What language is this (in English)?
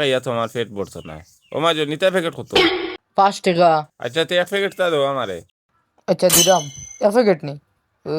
Sylheti